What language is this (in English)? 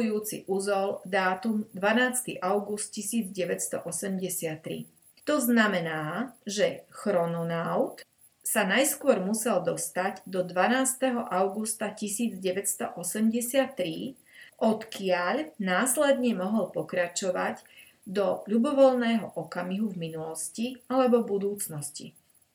Slovak